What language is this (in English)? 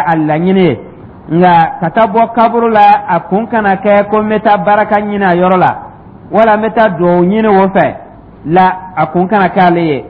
Dyula